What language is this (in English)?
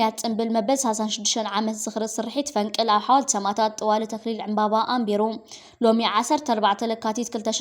Tigrinya